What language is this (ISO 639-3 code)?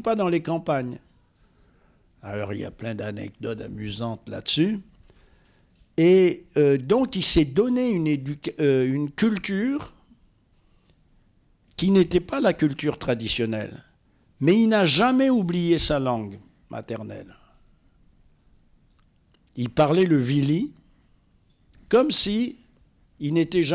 fra